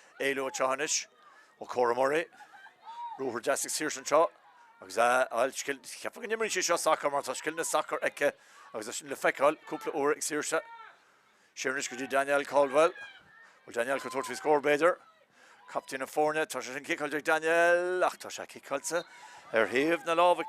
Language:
Irish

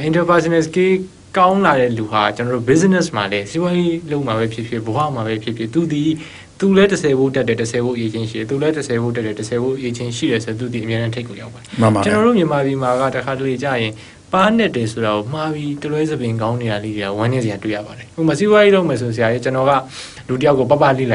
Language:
Burmese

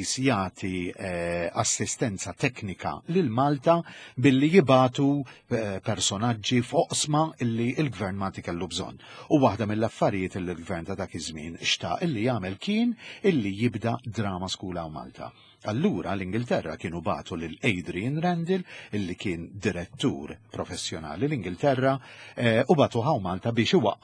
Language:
Maltese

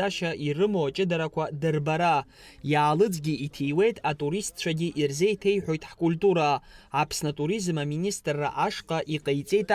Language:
Abkhazian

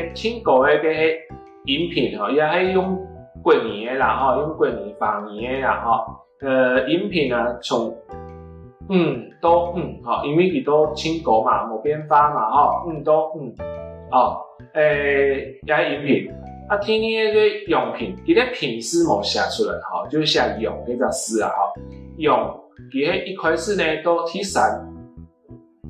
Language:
Hakka Chinese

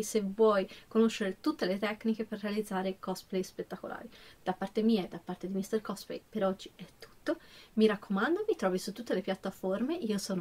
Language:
Italian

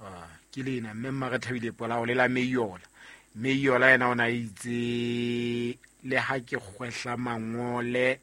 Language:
Southern Sotho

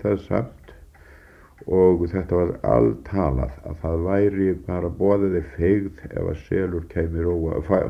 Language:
Icelandic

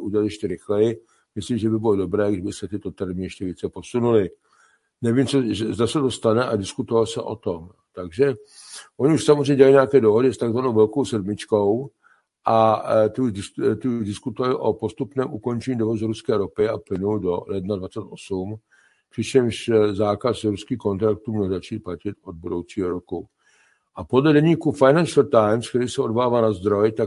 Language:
Czech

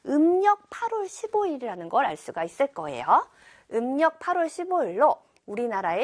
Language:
Korean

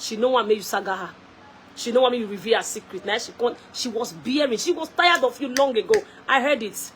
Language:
Nigerian Pidgin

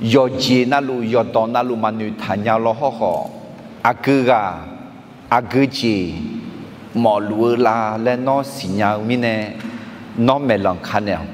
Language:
Akha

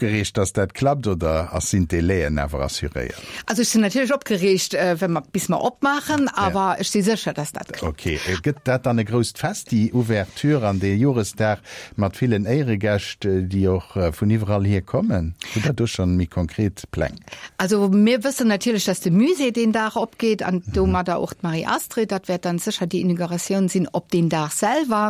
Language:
Luxembourgish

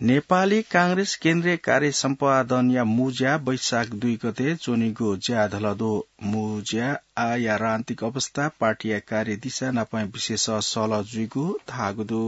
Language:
Newari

